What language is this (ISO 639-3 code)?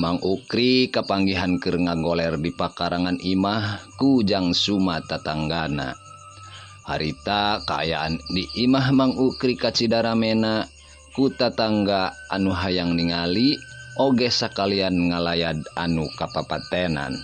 sun